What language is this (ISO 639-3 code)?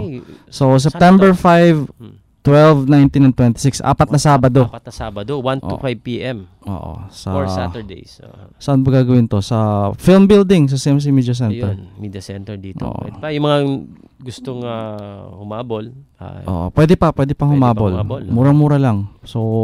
fil